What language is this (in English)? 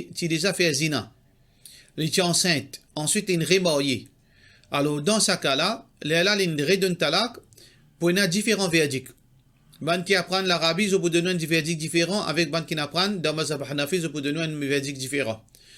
Morisyen